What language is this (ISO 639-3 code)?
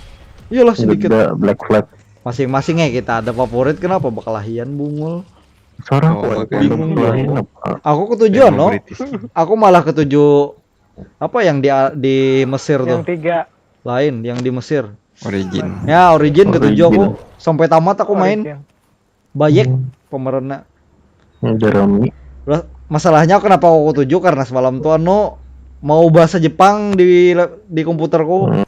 bjn